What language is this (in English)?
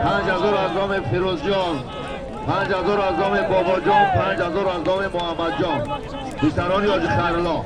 Tajik